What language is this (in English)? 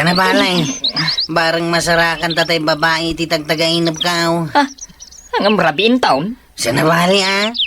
Iloko